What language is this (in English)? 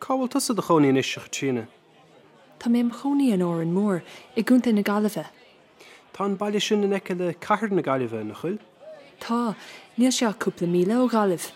Irish